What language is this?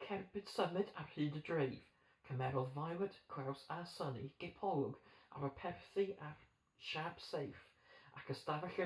Welsh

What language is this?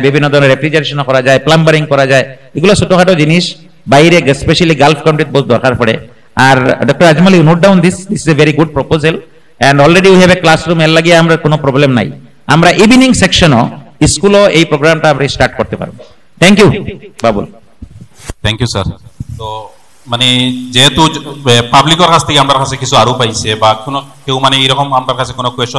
Sylheti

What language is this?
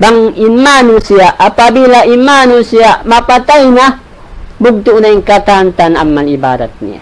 Tausug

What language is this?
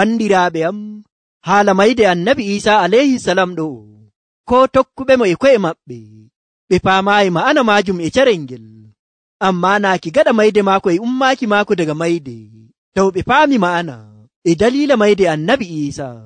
Nigerian Fulfulde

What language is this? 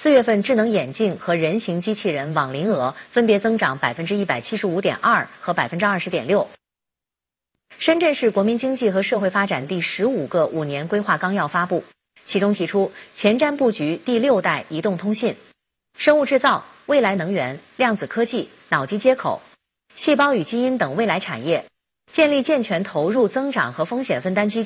Chinese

